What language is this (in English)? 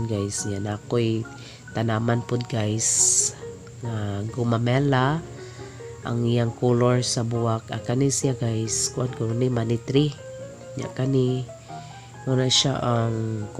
Cebuano